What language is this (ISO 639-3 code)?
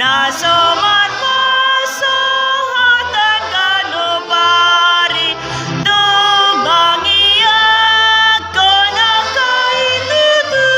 bbc